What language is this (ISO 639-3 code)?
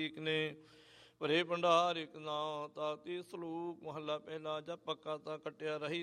pan